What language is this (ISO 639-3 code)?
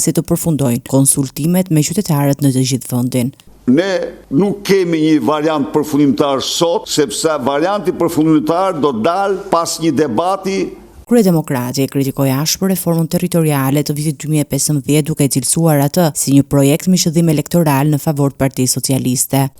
sqi